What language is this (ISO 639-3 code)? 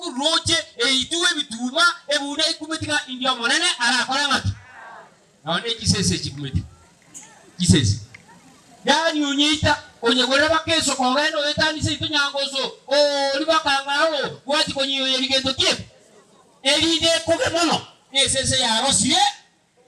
guz